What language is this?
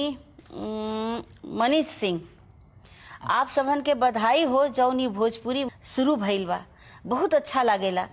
Bhojpuri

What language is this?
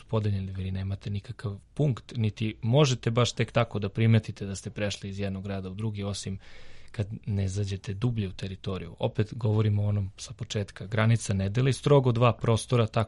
Serbian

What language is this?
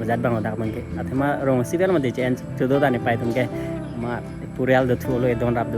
Karbi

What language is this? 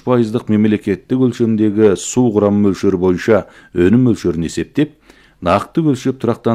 Kazakh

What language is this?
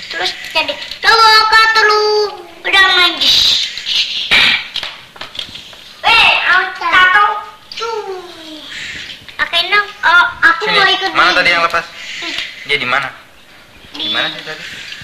Indonesian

